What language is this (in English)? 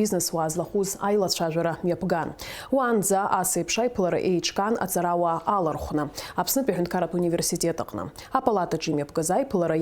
Abkhazian